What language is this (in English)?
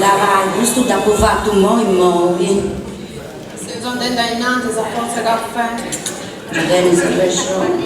Sardinian